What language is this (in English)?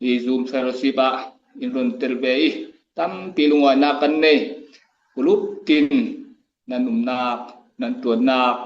Falam Chin